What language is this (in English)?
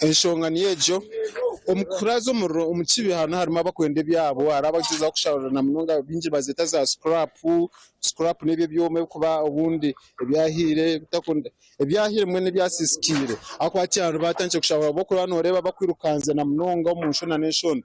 Nyankole